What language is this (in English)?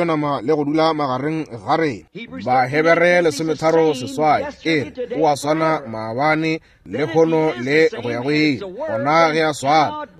Northern Sotho